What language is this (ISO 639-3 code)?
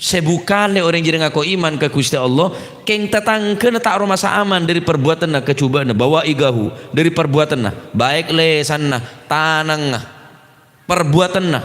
mad